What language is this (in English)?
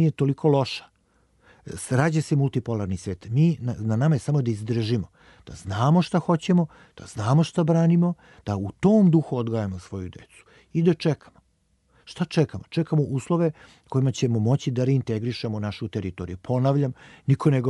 Serbian